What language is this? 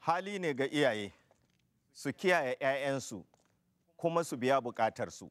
Hausa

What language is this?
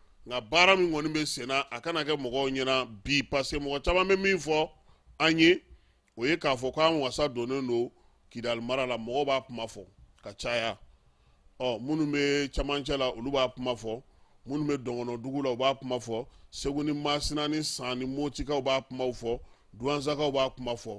Bambara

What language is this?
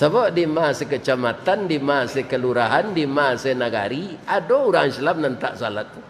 Minangkabau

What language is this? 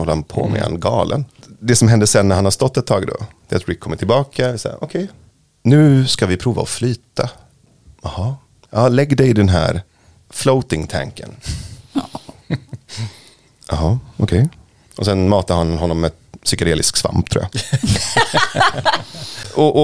Swedish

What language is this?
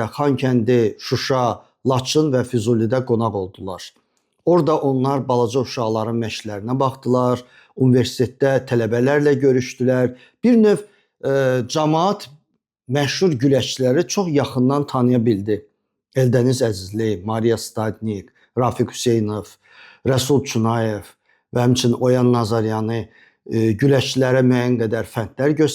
Azerbaijani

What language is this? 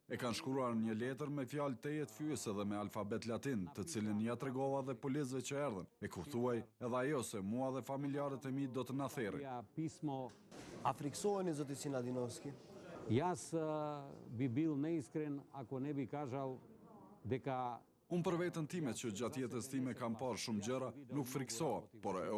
Albanian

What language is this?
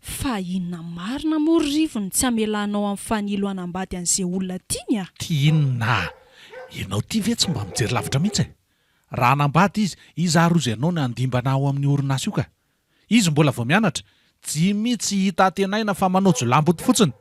Malagasy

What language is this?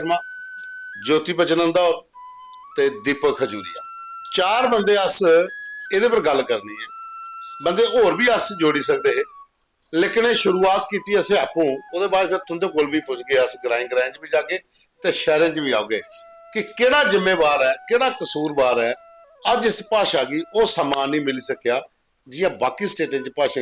Dogri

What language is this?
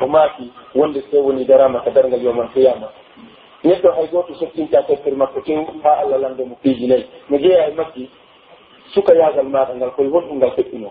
Pular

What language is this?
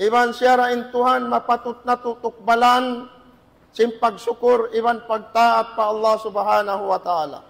Tausug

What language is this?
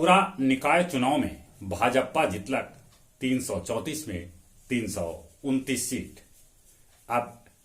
Magahi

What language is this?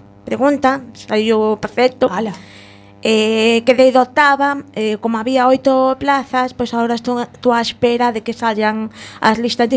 Galician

